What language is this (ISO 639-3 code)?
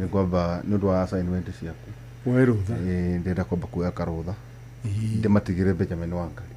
kik